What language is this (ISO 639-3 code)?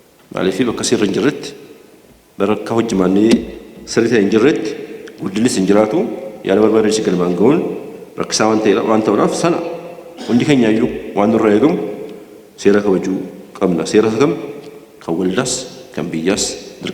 orm